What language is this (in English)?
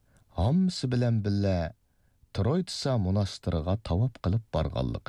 Uyghur